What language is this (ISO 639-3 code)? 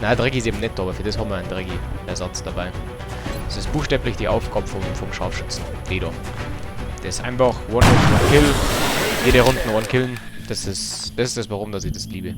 bar